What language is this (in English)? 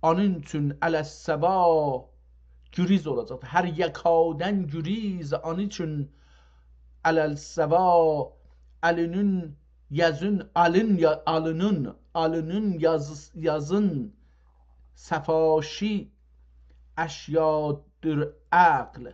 South Azerbaijani